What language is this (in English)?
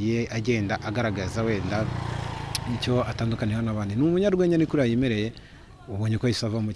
Kinyarwanda